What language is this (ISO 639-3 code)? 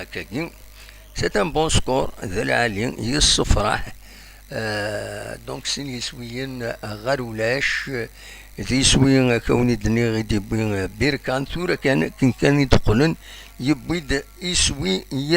kab